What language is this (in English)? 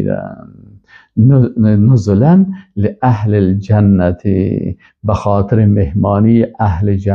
Persian